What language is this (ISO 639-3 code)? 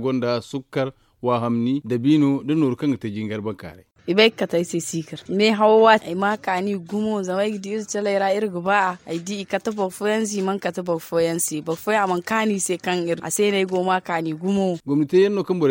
dje